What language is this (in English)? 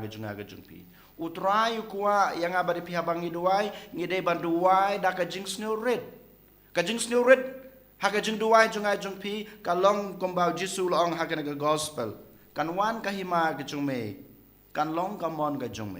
Khasi